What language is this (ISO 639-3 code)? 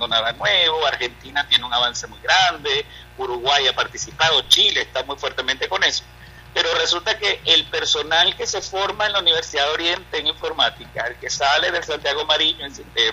spa